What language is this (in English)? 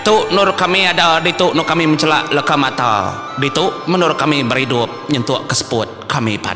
Iban